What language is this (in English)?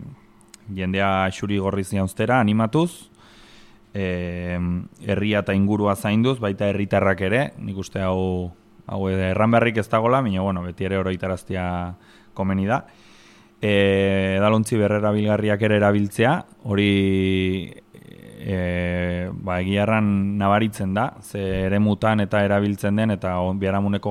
Basque